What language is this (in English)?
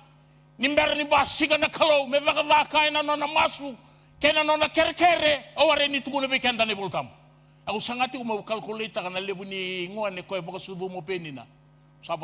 Fijian